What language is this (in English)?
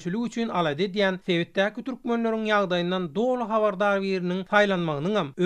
Turkmen